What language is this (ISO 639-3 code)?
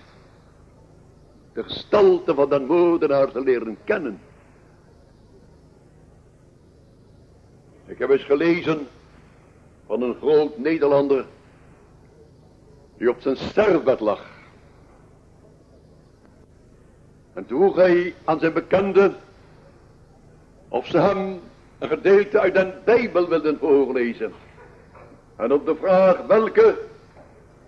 nld